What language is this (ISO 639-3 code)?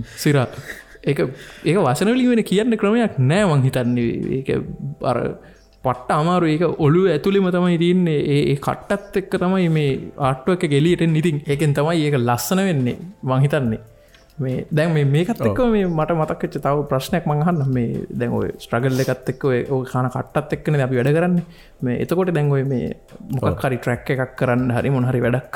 sin